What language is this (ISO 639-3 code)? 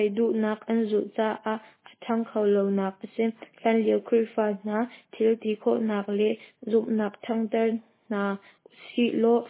cnh